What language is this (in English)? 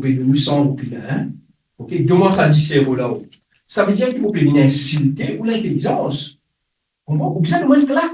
Morisyen